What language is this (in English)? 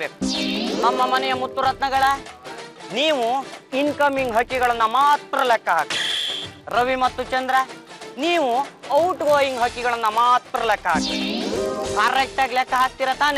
Kannada